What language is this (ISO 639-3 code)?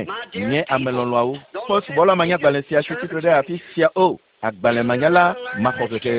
ewe